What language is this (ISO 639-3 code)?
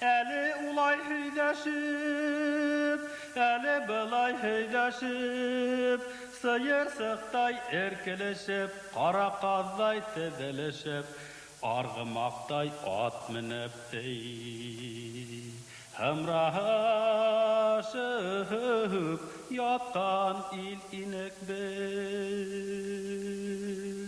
bak